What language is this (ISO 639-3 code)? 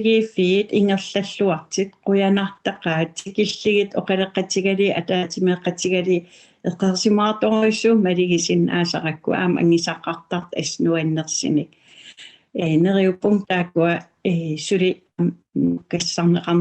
kal